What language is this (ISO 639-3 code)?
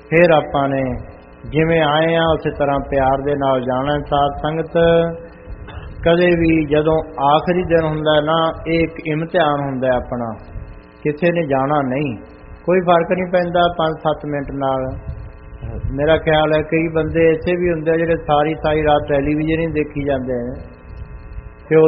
pan